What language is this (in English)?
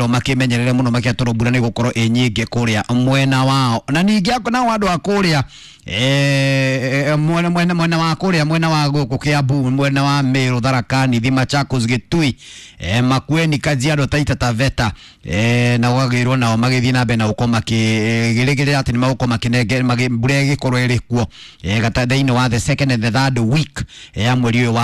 Kikuyu